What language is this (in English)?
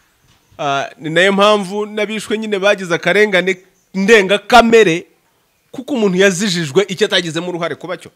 Kinyarwanda